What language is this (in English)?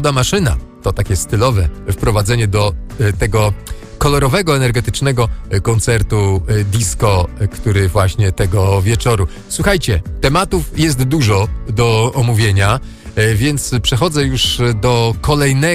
Polish